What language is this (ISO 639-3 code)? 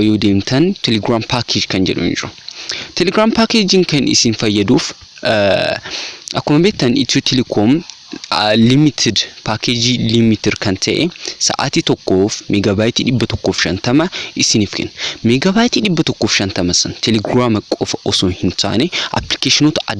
orm